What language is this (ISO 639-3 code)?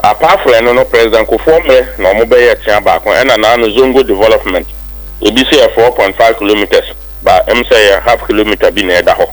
aka